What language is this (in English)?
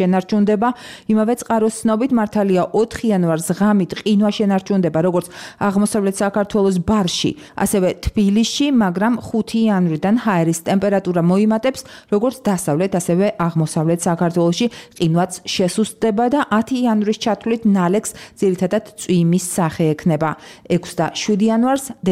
Georgian